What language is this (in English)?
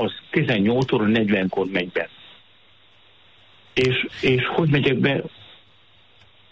Hungarian